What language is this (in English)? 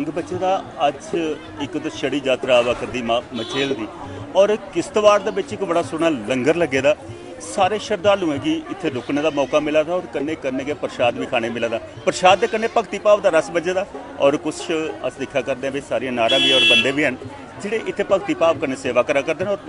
Dogri